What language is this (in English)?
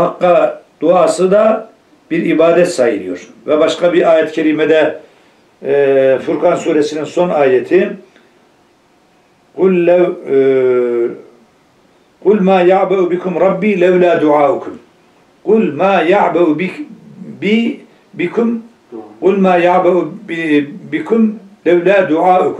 Turkish